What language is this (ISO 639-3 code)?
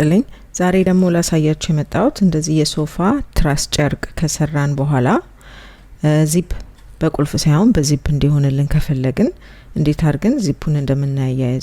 amh